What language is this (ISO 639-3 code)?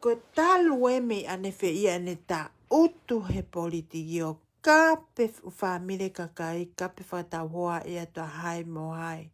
ton